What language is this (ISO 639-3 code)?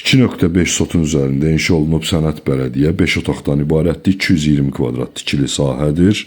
aze